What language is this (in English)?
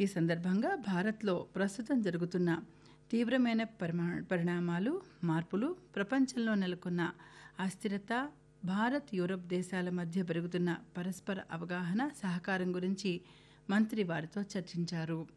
Telugu